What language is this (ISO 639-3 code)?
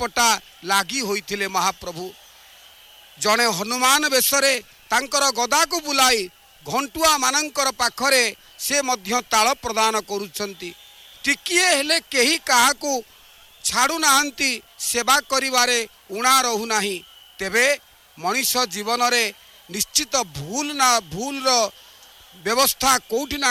ori